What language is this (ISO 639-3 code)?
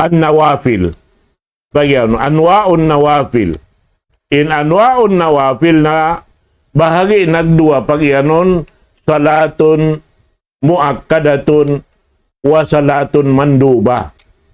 tsg